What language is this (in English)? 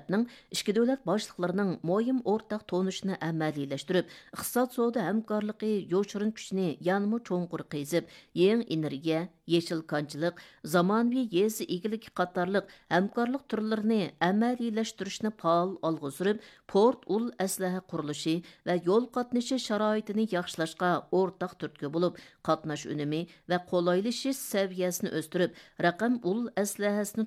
Uyghur